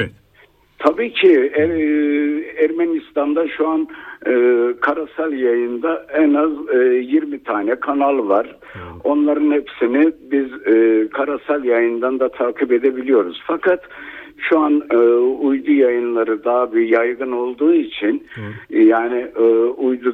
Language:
Turkish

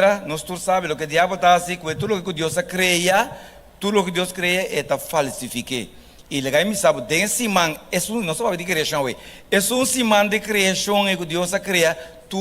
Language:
Papiamento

